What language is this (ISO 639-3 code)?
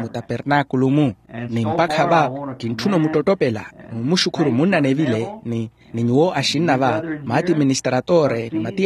vmw